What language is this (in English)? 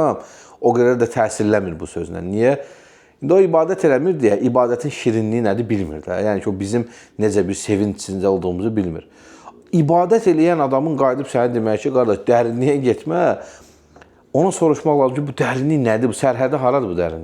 Azerbaijani